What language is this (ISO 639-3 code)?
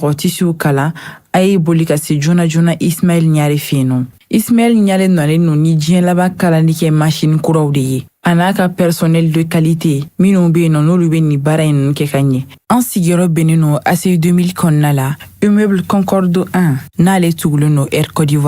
bam